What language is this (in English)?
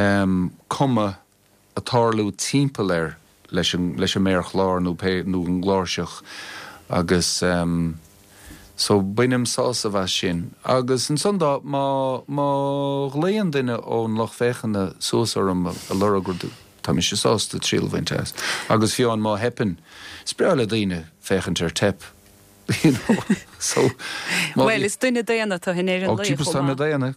Irish